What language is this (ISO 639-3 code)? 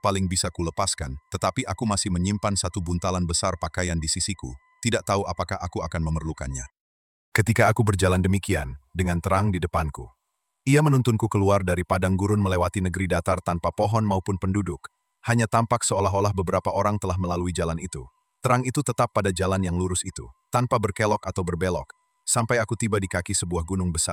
ind